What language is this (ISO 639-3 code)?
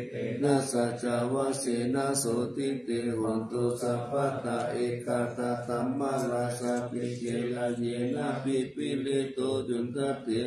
pli